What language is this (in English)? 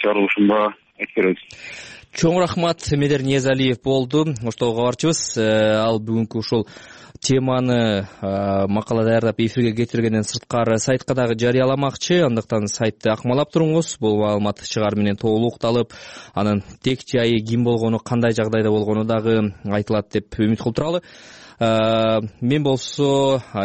Kyrgyz